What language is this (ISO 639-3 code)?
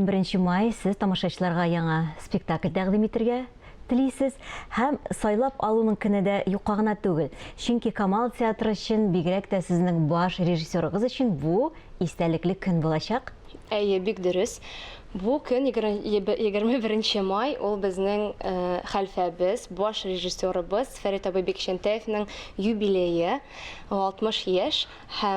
tat